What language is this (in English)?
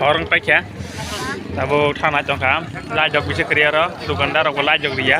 Kok Borok